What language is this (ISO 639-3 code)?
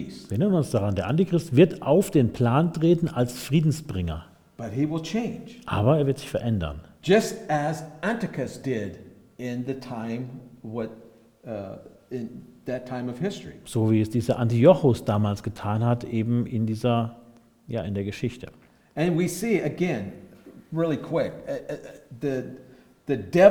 deu